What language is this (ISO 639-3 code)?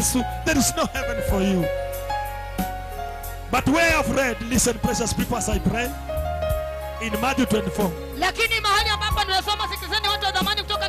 swa